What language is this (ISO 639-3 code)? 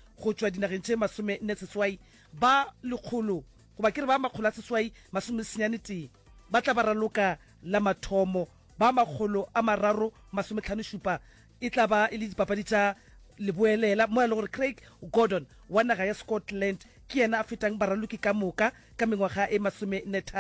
nso